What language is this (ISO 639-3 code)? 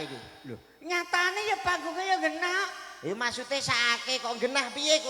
jav